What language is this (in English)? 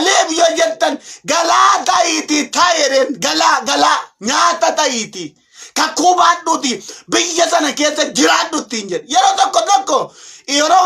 Oromo